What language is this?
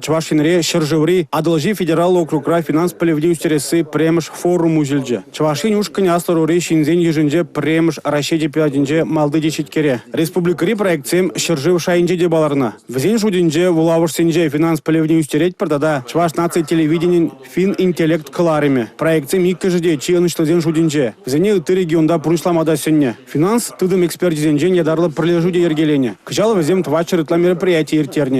Chuvash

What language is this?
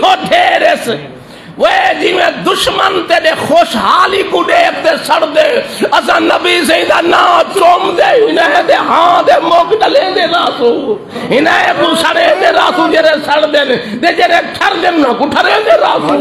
Saraiki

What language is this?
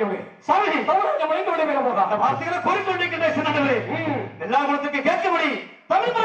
Tamil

